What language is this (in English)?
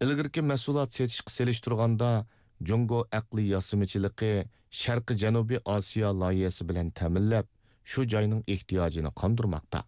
Uyghur